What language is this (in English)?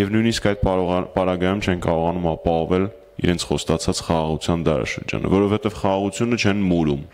Armenian